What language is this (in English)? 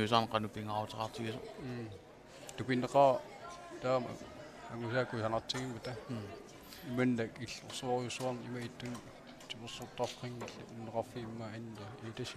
Kalaallisut